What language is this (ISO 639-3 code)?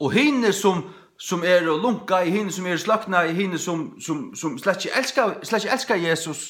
fao